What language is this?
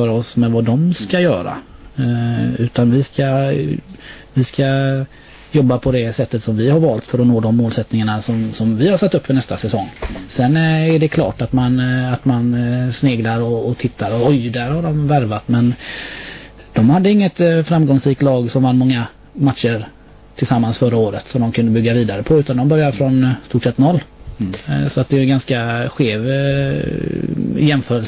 Swedish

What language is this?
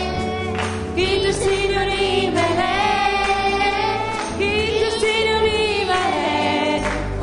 Estonian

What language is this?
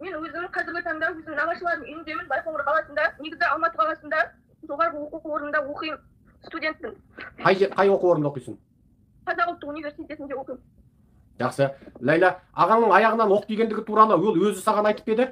Kyrgyz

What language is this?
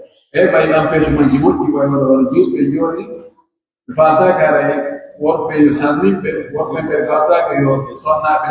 Pular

